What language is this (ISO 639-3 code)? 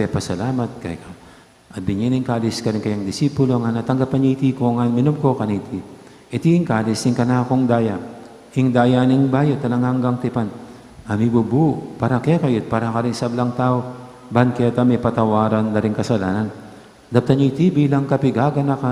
pam